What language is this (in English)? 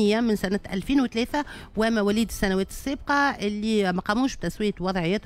Tunisian Arabic